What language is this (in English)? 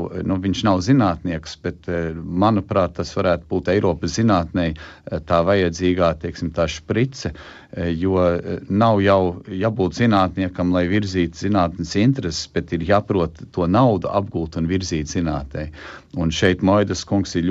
Latvian